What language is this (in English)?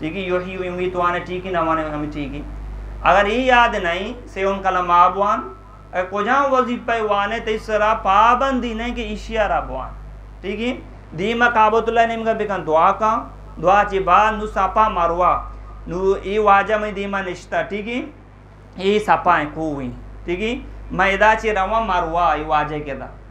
Eastern Balochi